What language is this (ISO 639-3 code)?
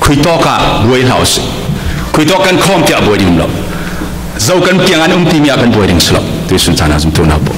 cfm